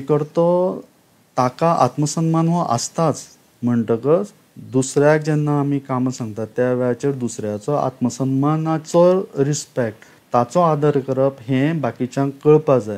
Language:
Konkani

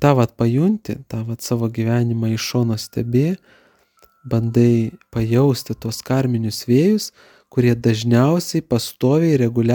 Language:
Lithuanian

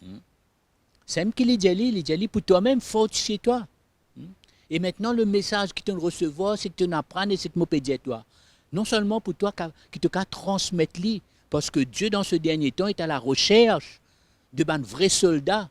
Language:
Morisyen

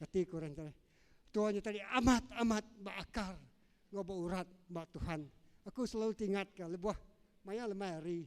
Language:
Iban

